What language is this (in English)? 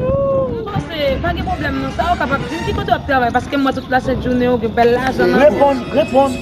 Haitian Creole